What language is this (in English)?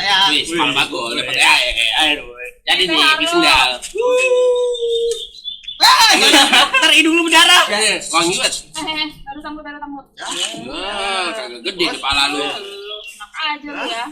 Betawi